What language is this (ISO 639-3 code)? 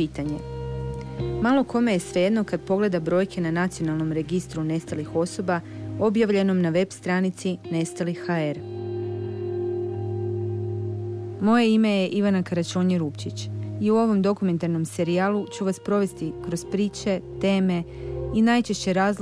hrv